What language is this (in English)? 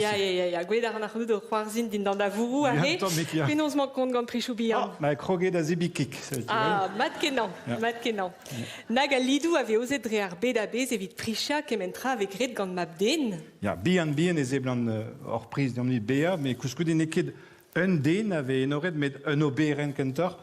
Breton